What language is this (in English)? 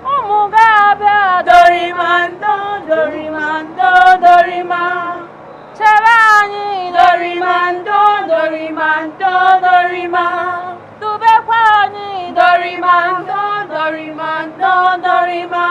Nigerian Pidgin